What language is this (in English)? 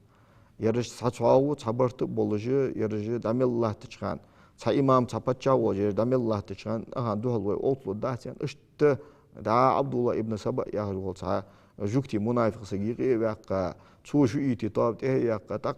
Ingush